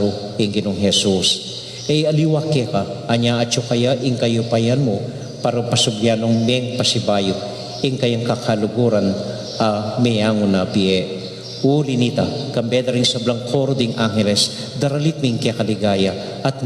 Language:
Pampanga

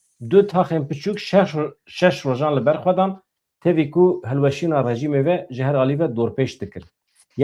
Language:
Kurdish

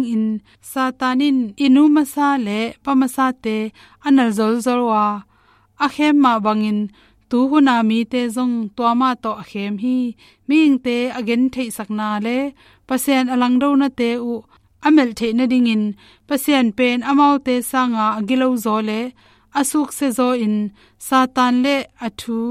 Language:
Tedim Chin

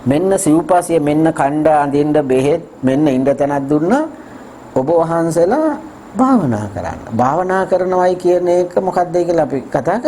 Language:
Sinhala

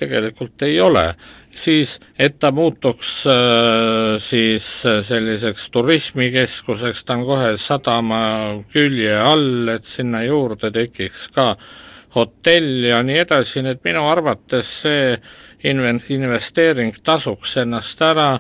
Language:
Estonian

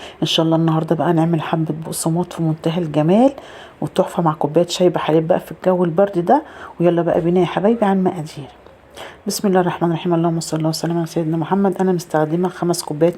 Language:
Egyptian Arabic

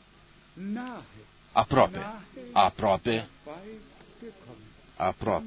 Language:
Romanian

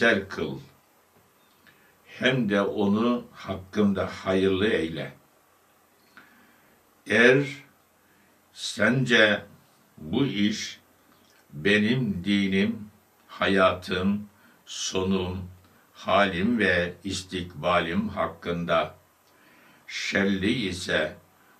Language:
Turkish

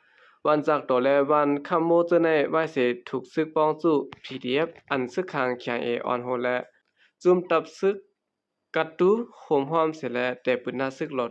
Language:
Shan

